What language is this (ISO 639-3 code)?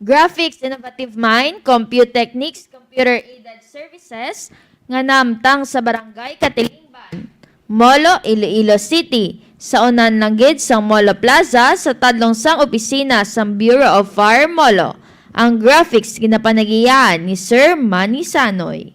hil